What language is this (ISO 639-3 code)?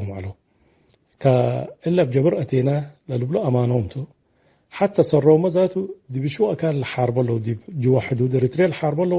tig